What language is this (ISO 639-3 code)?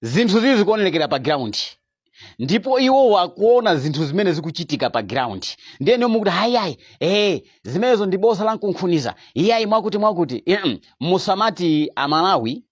nya